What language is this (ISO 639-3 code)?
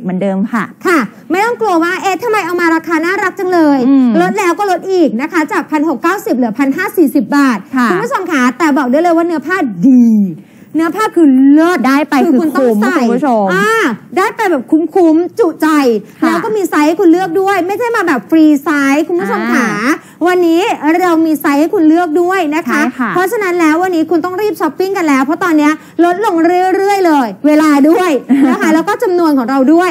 tha